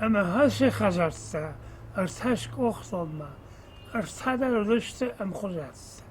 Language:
Ossetic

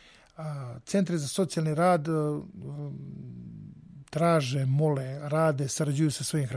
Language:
Serbian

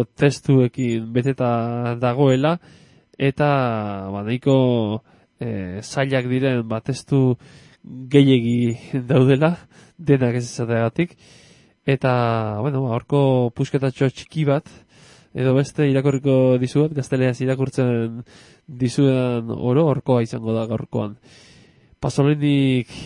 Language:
Basque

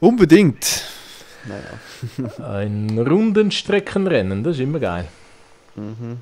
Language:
Swiss German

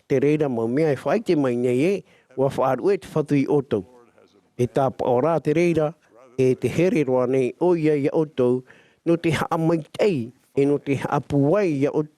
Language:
Tahitian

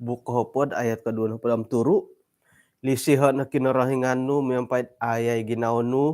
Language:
Central Dusun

